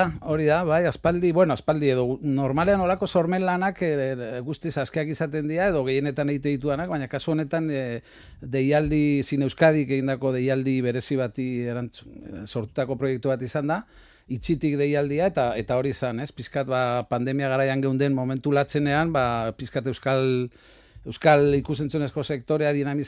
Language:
Basque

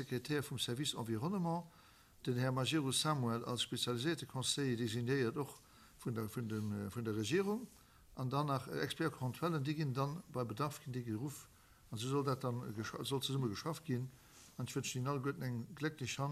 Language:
Luxembourgish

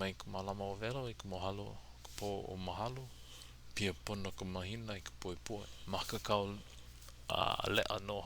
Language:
Hawaiian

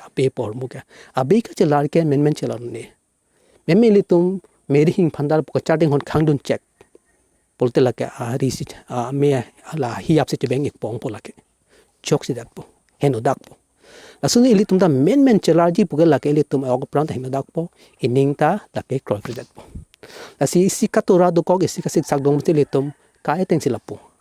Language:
Karbi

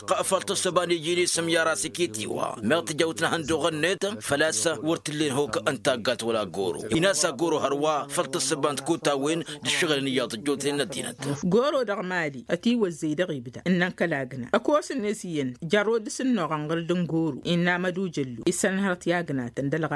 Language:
Tamasheq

